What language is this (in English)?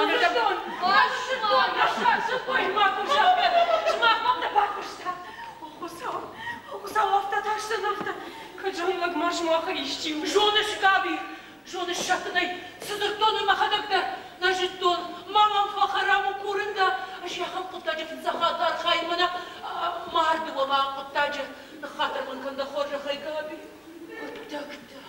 Ossetic